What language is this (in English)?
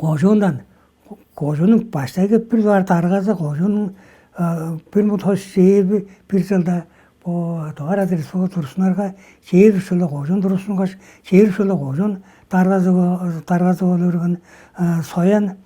Tuvinian